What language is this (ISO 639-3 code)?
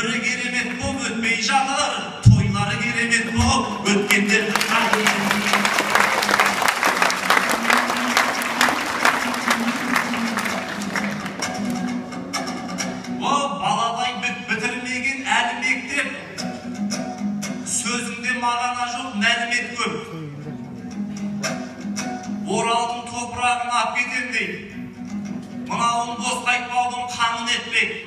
kaz